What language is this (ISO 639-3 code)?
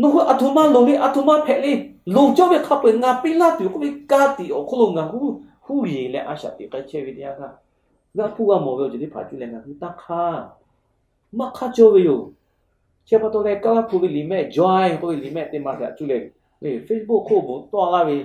lhu